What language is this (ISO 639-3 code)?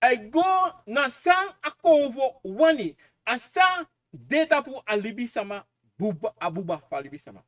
srn